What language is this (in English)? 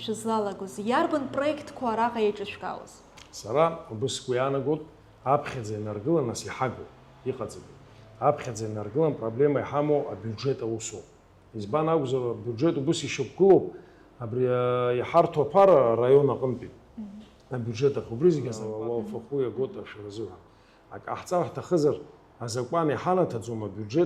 Abkhazian